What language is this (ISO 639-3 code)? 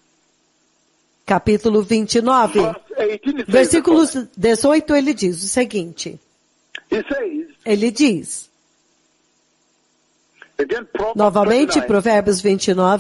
por